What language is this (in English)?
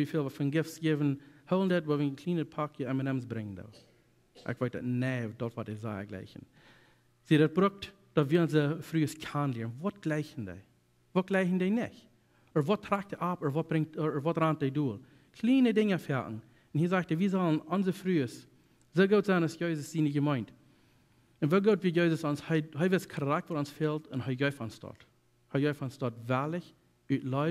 Plautdietsch